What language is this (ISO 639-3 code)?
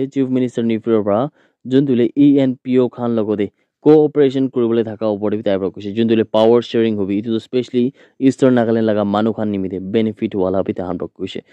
nag